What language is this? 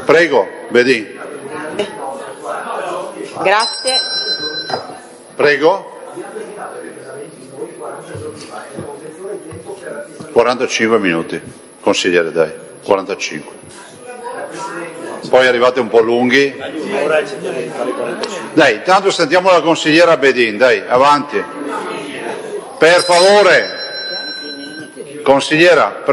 Italian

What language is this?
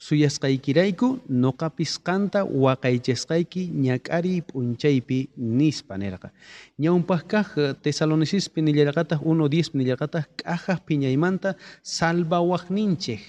South Bolivian Quechua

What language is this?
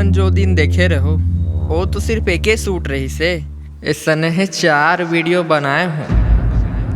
Chhattisgarhi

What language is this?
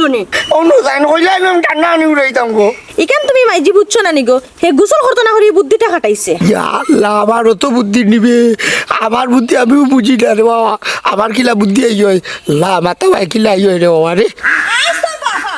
Sylheti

